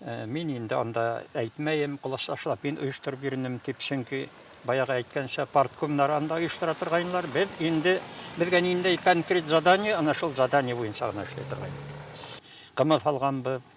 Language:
Bashkir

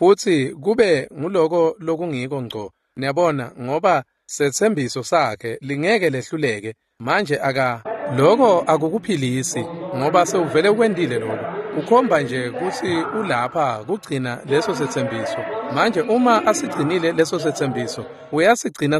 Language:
Swati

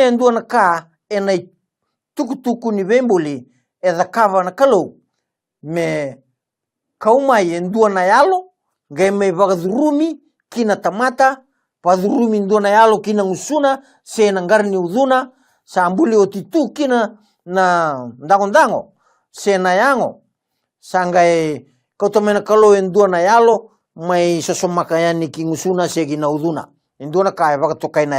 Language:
Fijian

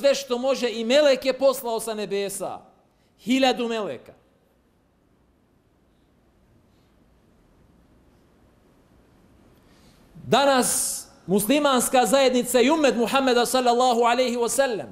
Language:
Bosnian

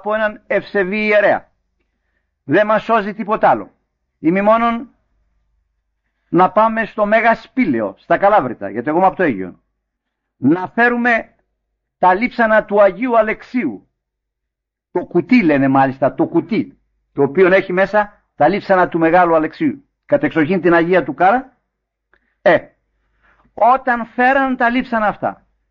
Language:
Greek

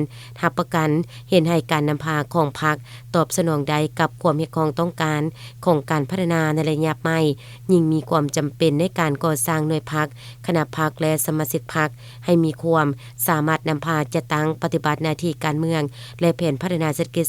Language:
Lao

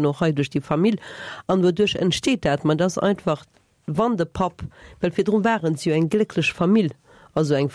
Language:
Luxembourgish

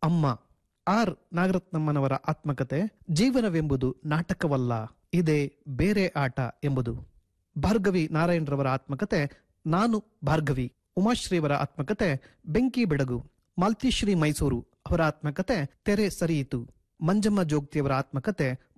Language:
Kannada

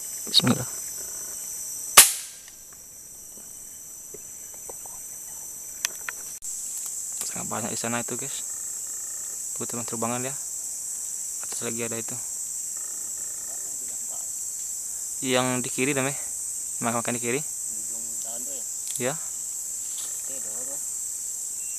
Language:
Indonesian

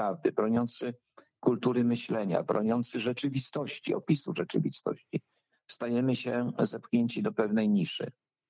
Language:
Polish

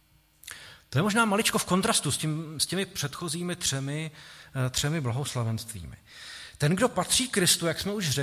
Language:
Czech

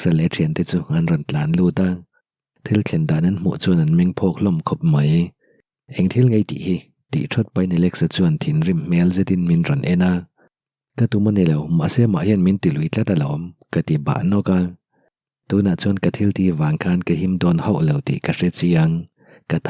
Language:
Mizo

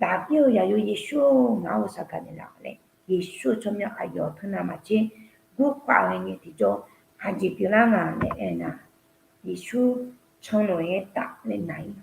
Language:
Akha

